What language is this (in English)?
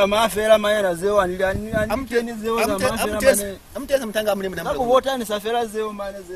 Lozi